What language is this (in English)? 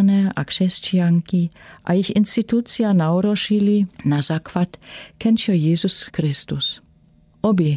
Lower Sorbian